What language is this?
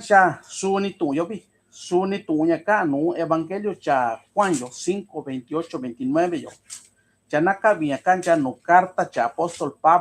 Mixtepec Mixtec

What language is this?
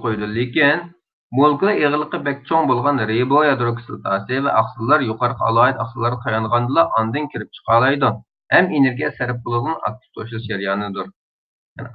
Uyghur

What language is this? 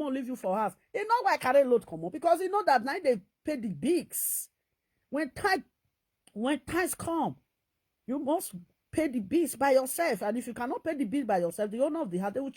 Nigerian Pidgin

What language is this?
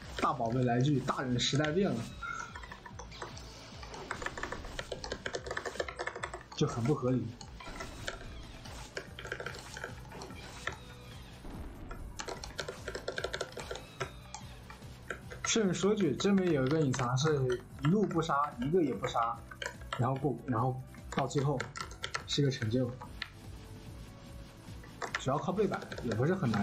Chinese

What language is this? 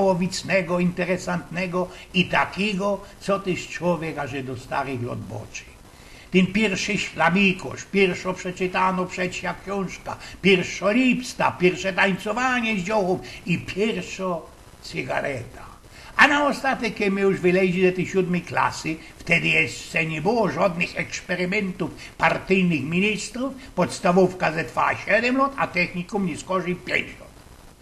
Silesian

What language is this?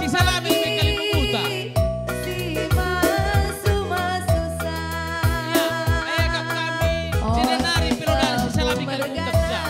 Batak Karo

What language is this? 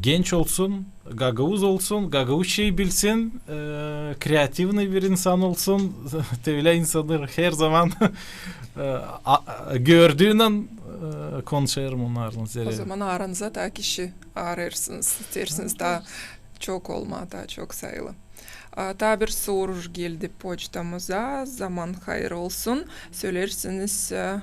Gagauz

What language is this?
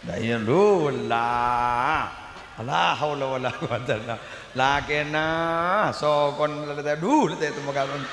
Madurese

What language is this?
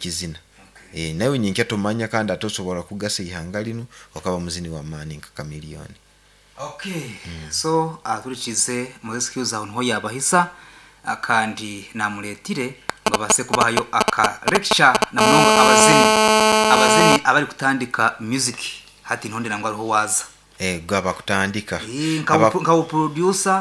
Nyankole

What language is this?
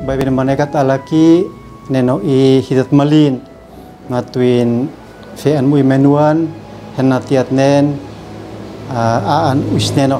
Uab Meto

